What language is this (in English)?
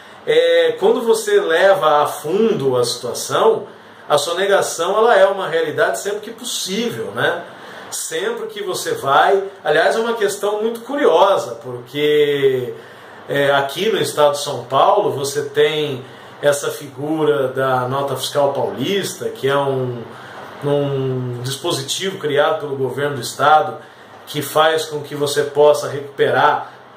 Portuguese